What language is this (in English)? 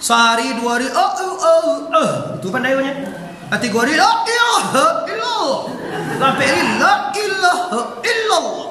Minangkabau